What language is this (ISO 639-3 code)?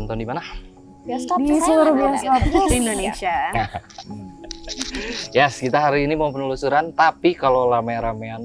ind